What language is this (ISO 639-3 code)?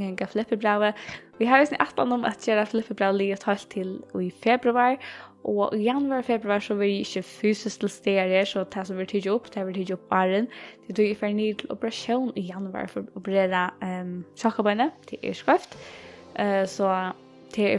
fao